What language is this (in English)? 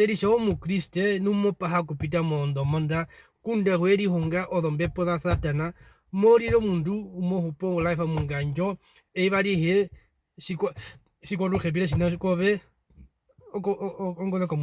Herero